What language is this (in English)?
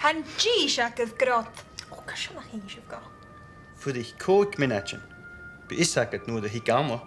Scottish Gaelic